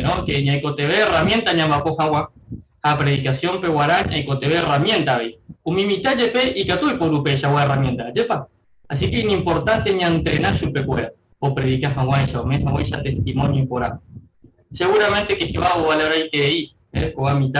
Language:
Guarani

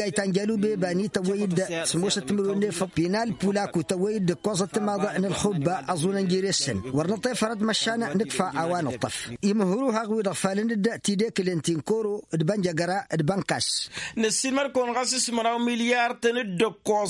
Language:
Tamasheq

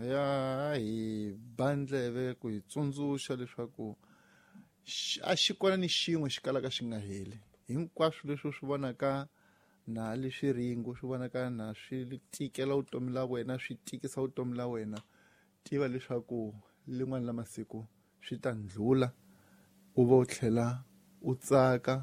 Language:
Tsonga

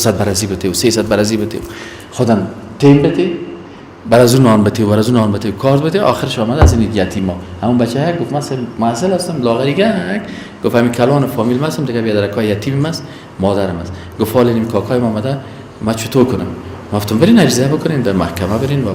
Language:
Persian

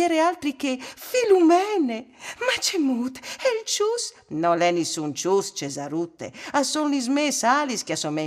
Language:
Friulian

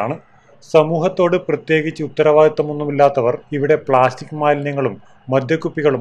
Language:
Malayalam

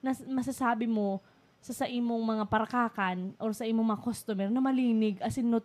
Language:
Bikol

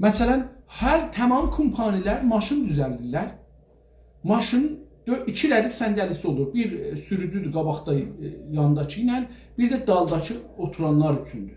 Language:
South Azerbaijani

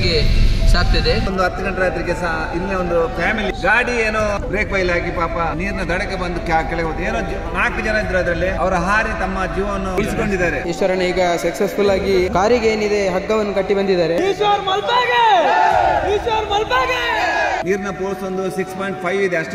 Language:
Kannada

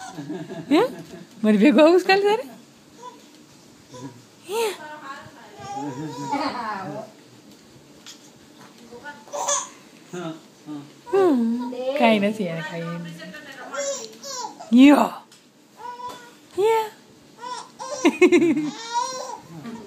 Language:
Gujarati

